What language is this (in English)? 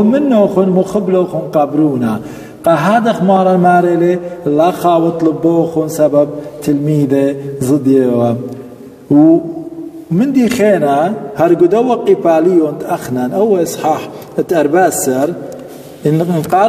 Assyrian Neo-Aramaic